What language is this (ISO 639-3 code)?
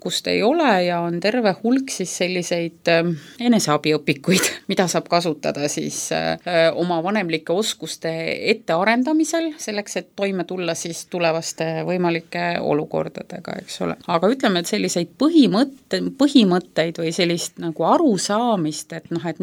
est